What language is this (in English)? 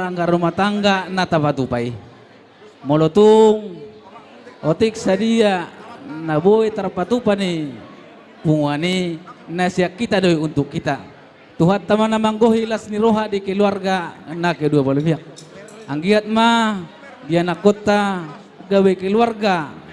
Batak Toba